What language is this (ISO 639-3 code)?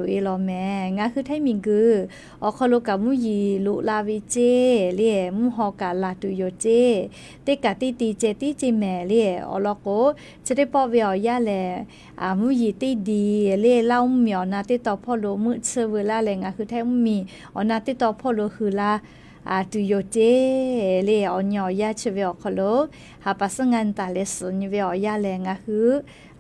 lhu